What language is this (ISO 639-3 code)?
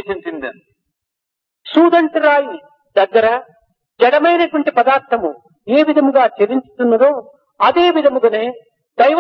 tel